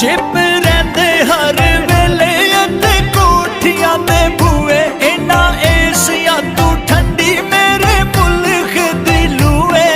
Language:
Pahari-Potwari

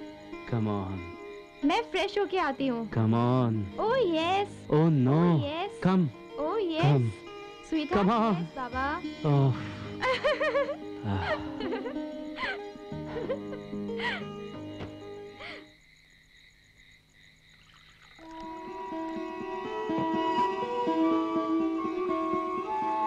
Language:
Hindi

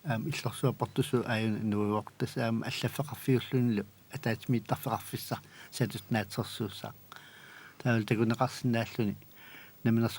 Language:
Kalaallisut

